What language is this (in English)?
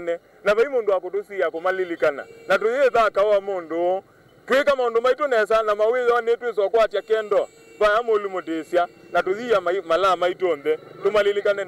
Kamba